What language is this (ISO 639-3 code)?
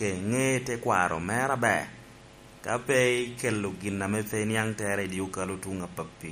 laj